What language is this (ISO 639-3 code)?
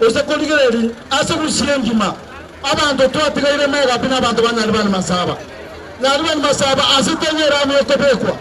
guz